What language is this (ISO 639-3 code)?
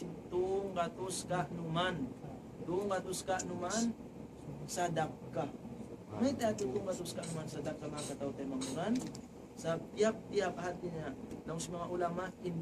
tsg